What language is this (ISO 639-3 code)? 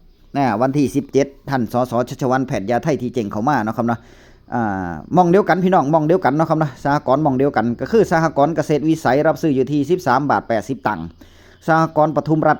tts